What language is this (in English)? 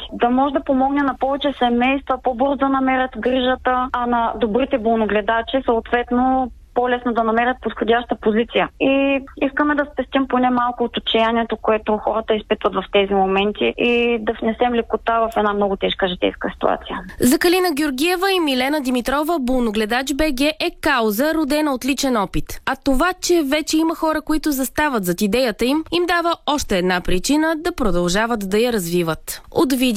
Bulgarian